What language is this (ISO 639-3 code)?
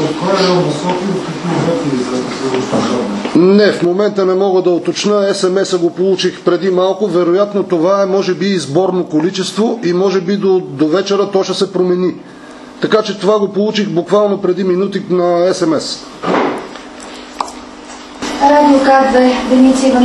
bul